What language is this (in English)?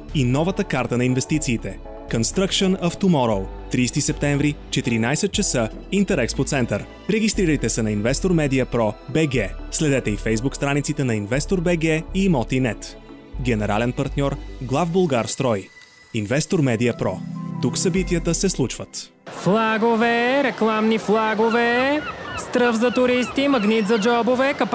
Bulgarian